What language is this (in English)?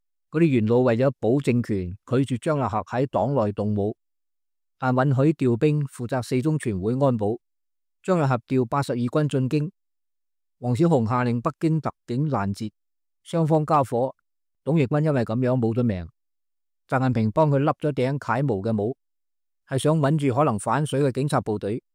Cantonese